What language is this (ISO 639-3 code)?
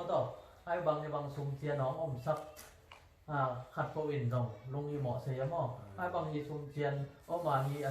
ctd